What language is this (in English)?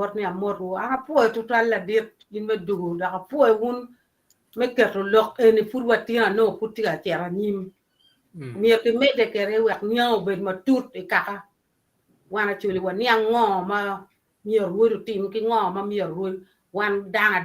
Acoli